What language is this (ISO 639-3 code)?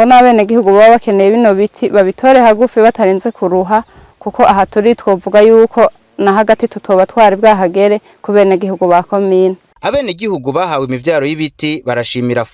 run